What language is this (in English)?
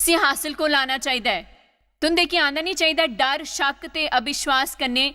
Dogri